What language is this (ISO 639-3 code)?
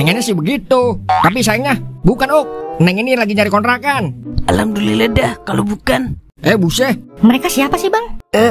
bew